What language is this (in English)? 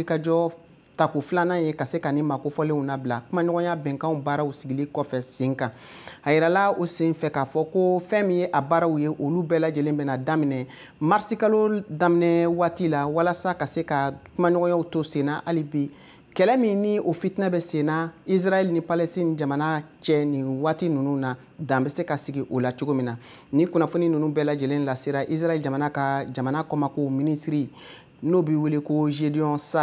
Bambara